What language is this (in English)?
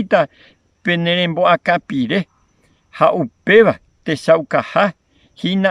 Guarani